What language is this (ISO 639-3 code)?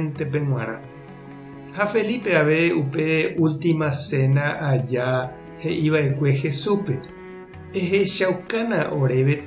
grn